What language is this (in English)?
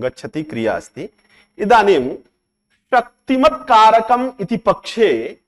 Sanskrit